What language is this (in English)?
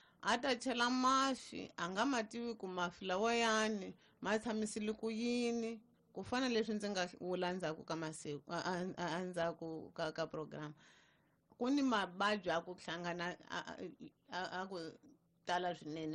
Tsonga